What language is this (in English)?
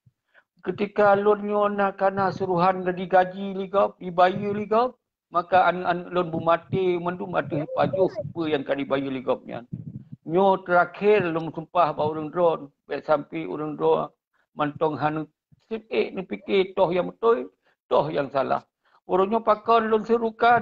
Achinese